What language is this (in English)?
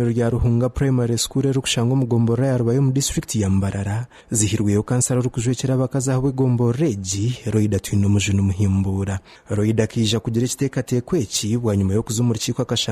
Nyankole